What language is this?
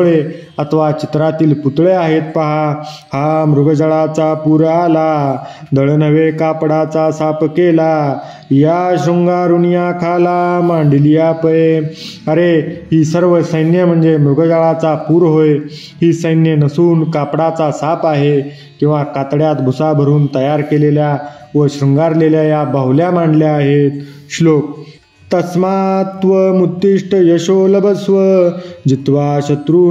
Marathi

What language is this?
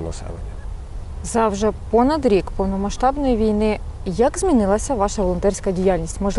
Ukrainian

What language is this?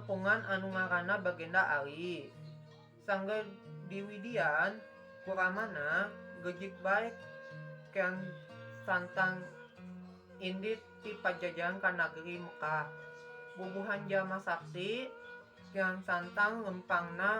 Sundanese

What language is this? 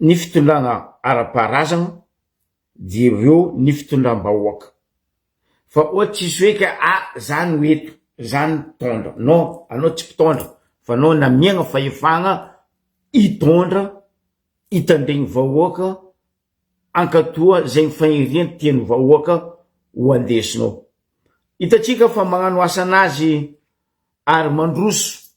Malagasy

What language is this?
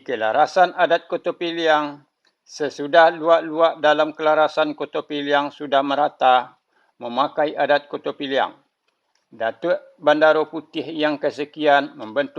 Minangkabau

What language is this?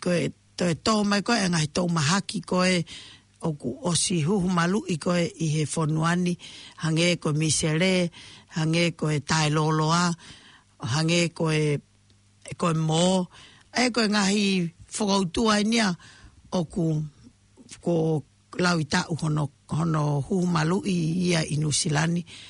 Tongan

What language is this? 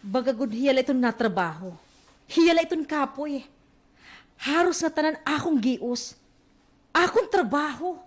Waray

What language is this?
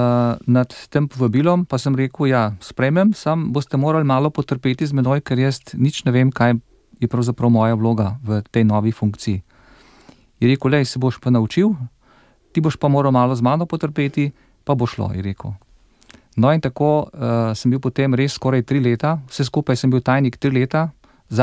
Slovenian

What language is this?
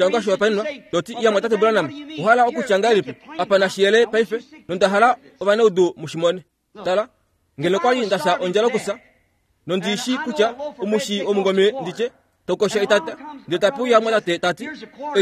Kuanyama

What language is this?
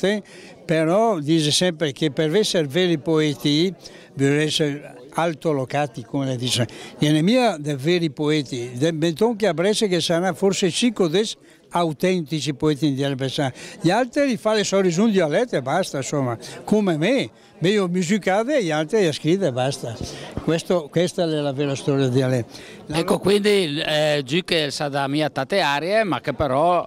Lombard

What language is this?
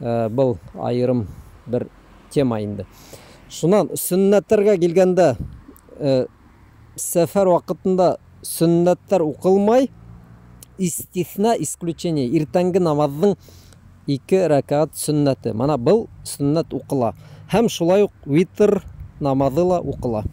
Bashkir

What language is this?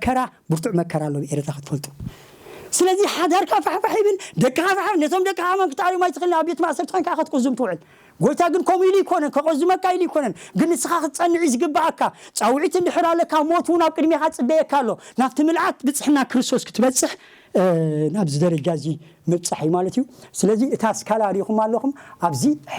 Tigrinya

